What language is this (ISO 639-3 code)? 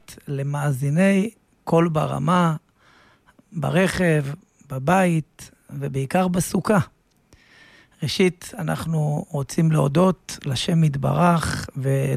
heb